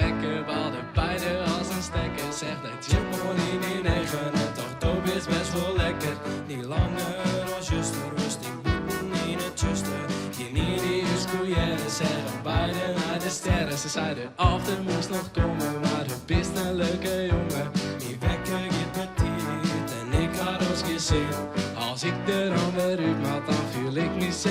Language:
Western Frisian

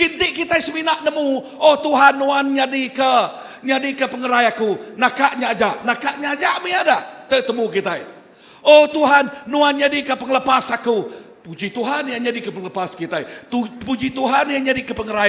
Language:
Iban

